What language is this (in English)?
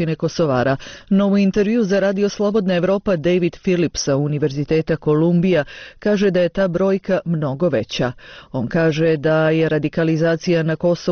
Bosnian